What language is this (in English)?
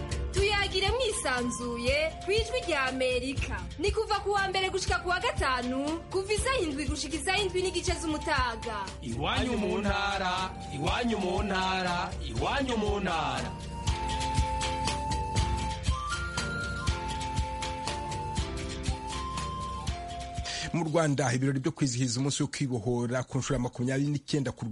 Kinyarwanda